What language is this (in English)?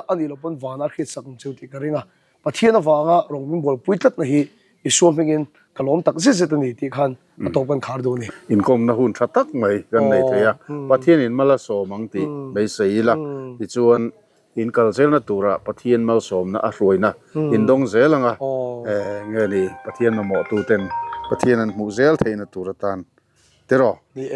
Mizo